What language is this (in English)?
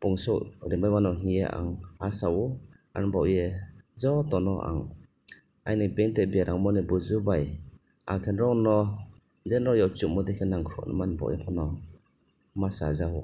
Riang (India)